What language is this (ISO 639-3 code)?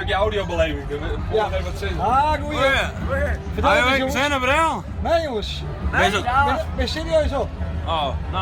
fry